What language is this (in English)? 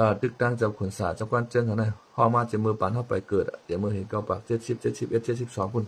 Shan